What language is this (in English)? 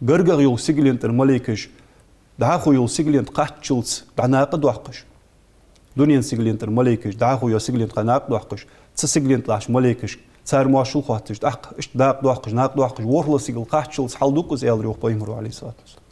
Ingush